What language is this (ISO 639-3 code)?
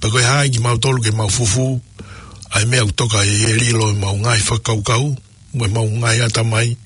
ton